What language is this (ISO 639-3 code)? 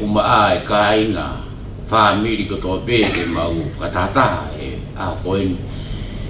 ton